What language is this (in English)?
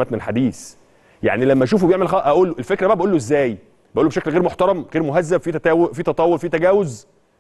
Egyptian Arabic